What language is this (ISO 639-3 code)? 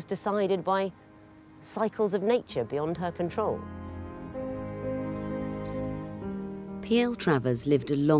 eng